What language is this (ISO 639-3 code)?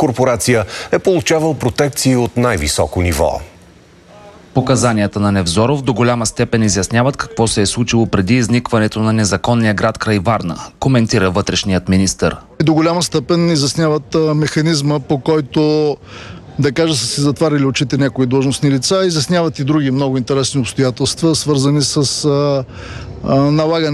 bul